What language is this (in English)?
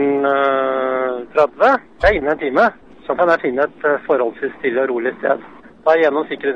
Norwegian